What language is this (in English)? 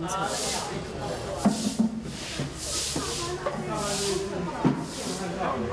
Chinese